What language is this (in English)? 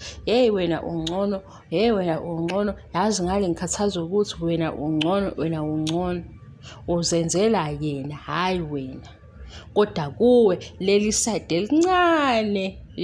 Zulu